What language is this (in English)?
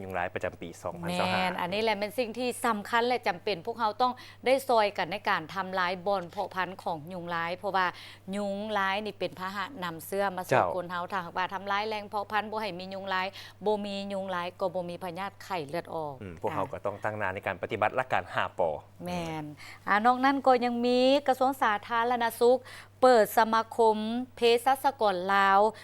Lao